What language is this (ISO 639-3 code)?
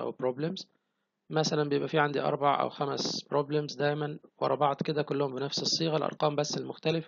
arz